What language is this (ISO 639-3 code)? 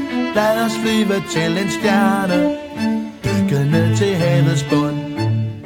dan